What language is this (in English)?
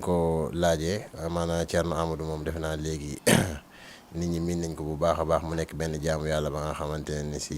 Wolof